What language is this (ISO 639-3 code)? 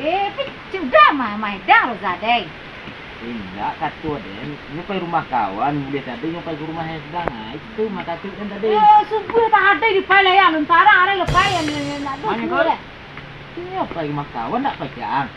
min